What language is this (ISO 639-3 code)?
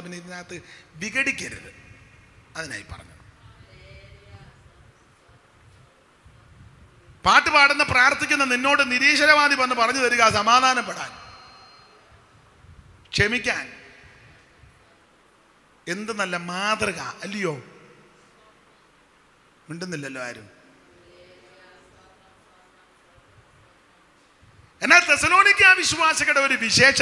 mal